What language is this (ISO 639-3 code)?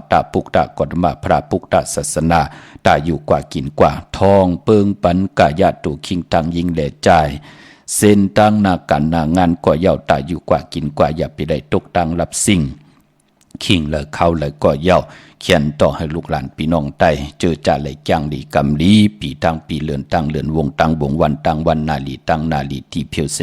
shn